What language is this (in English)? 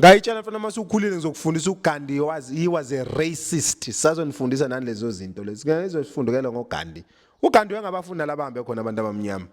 Zulu